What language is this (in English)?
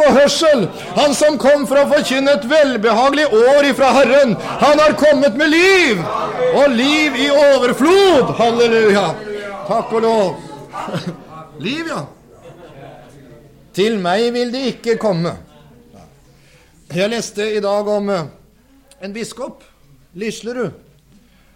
Norwegian